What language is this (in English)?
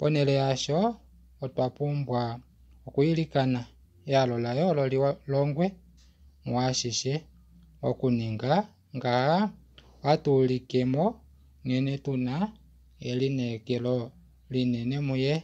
Kuanyama